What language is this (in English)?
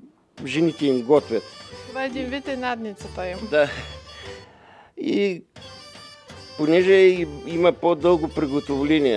Bulgarian